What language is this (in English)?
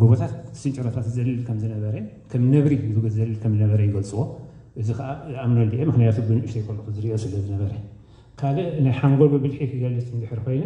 Tigrinya